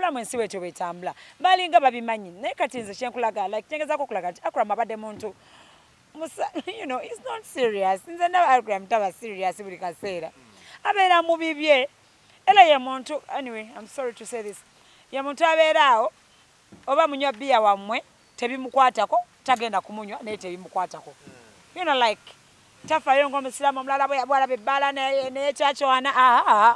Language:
Ganda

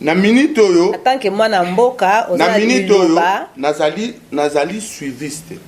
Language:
Lingala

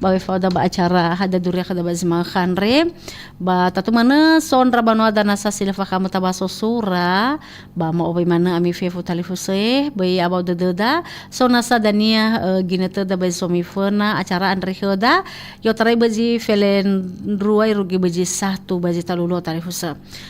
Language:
Nias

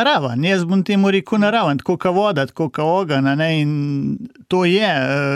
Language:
Slovenian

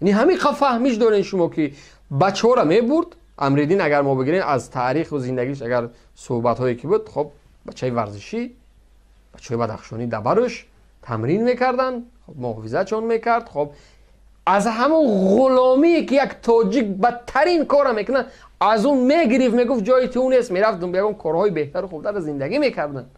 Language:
Tajik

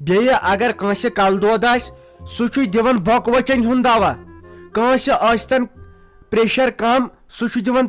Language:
Kashmiri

